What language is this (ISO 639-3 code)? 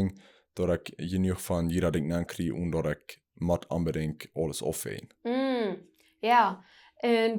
pdt